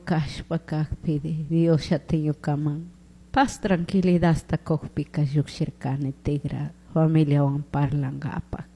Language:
Chimborazo Highland Quichua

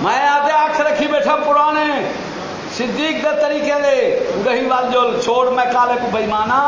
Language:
Saraiki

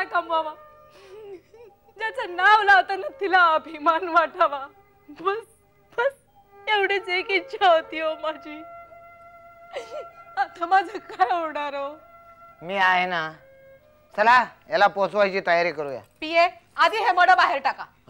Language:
Marathi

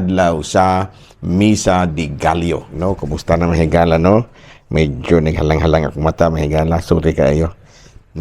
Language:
Cebuano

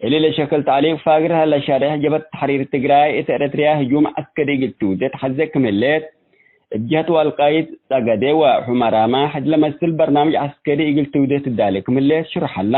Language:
Tigre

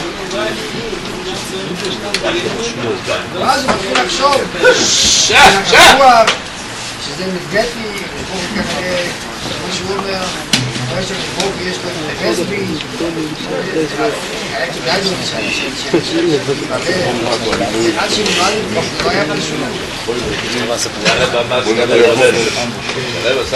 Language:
Hebrew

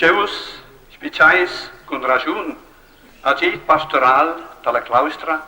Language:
Romansh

